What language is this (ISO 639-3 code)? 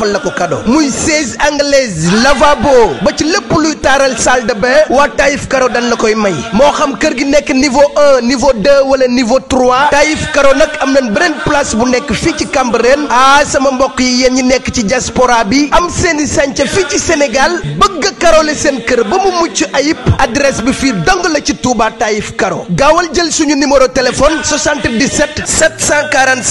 wol